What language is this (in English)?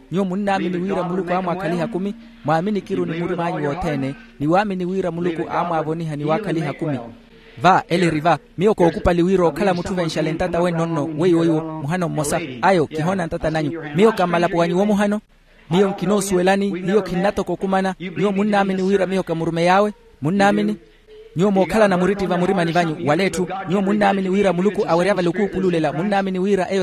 Makhuwa